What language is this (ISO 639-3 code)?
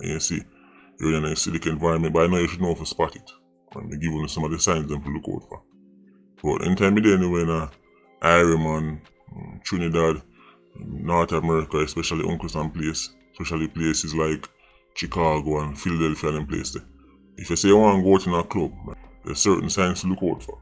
jam